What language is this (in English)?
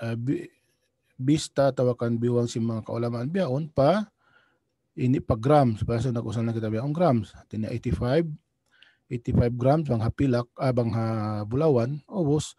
Tausug